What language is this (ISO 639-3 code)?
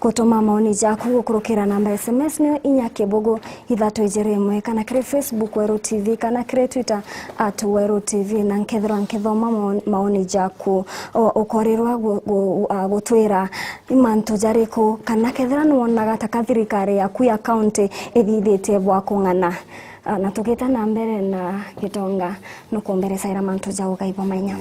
mer